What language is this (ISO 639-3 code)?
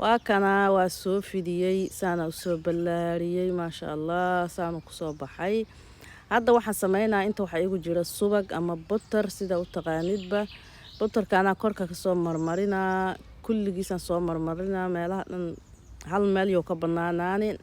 som